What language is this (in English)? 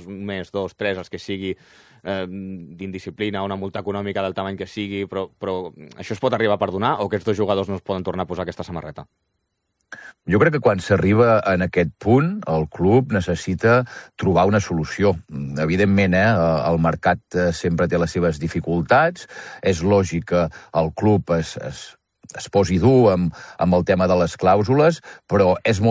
Catalan